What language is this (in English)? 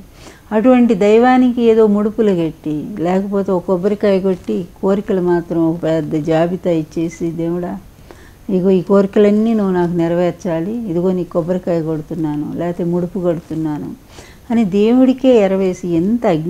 Telugu